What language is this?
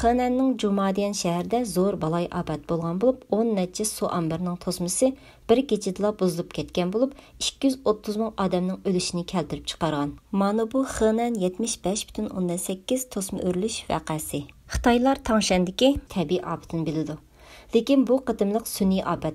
Uyghur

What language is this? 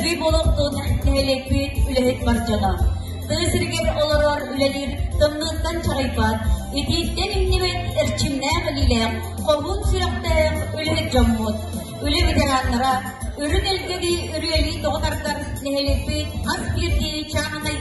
Yakut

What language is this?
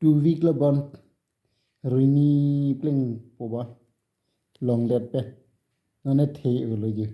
Karbi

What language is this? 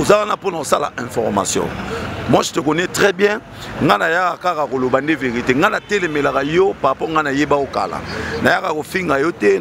Lingala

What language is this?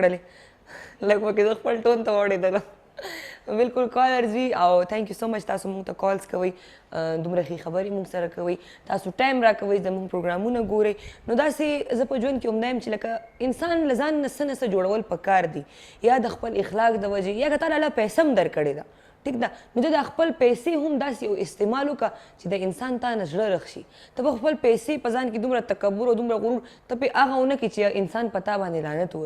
Pashto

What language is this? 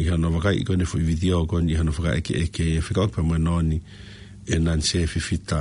Tongan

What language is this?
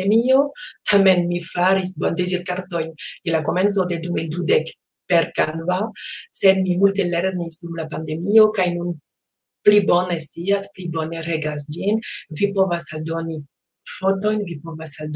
Esperanto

